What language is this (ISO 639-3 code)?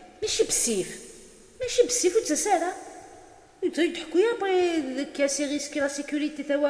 kab